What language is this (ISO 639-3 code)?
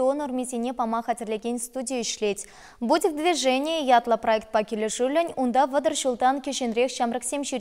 chv